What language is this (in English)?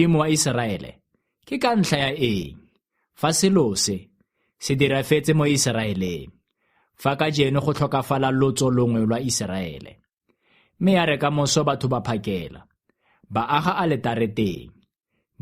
Tswana